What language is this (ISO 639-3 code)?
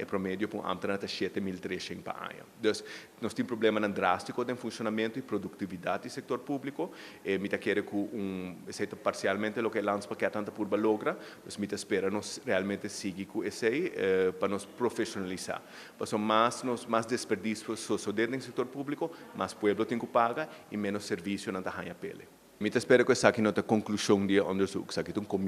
pap